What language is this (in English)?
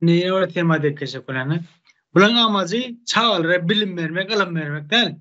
Turkmen